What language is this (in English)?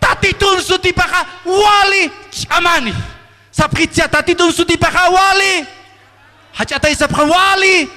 Aymara